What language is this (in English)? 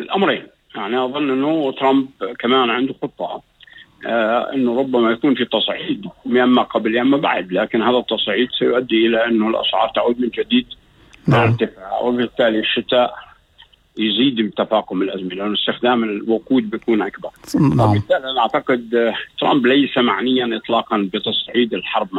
North Levantine Arabic